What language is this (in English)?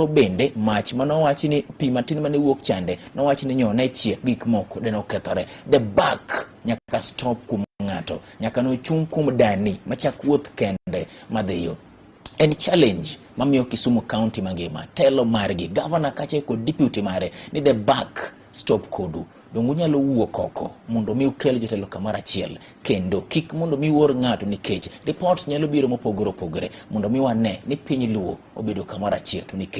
Luo (Kenya and Tanzania)